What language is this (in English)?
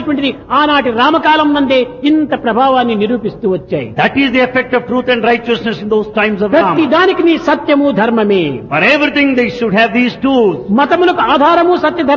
Telugu